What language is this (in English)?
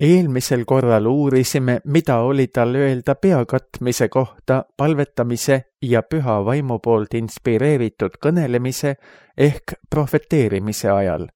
Estonian